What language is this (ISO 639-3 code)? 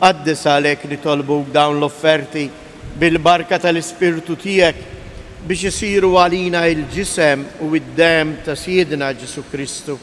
mlt